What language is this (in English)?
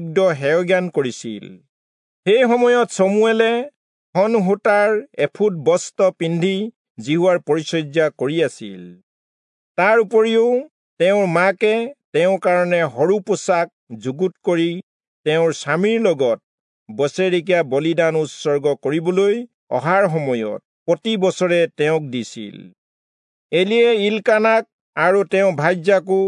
Assamese